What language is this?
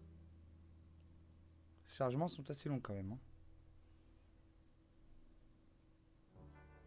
French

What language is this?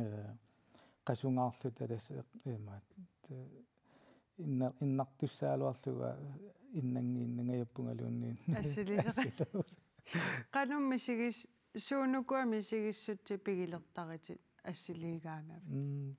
Kalaallisut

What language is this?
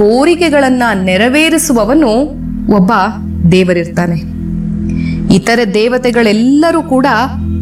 Kannada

